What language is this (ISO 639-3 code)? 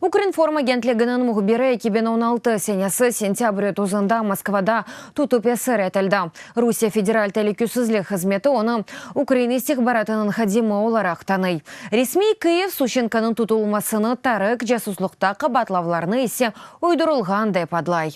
crh